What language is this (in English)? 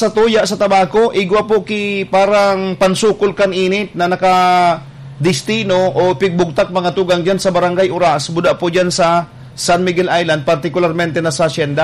Bikol